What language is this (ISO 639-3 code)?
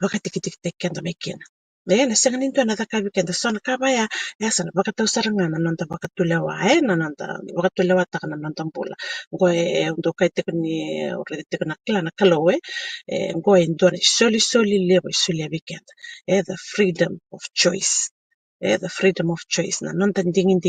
fij